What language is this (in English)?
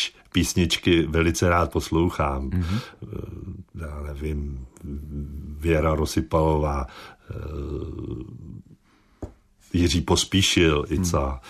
Czech